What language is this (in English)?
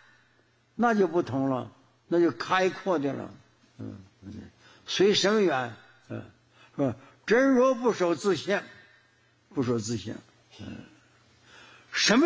Chinese